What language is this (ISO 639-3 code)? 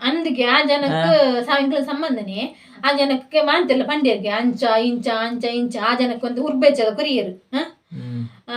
tcy